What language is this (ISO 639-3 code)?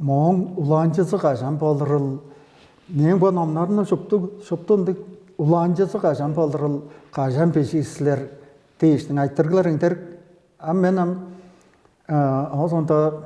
tyv